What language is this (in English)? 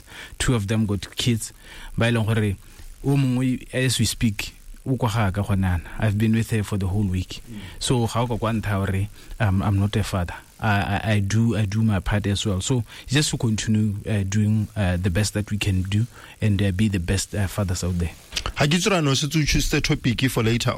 Tswana